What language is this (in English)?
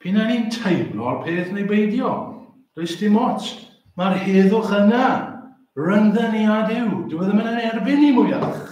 Welsh